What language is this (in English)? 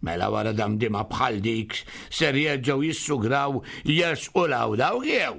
Maltese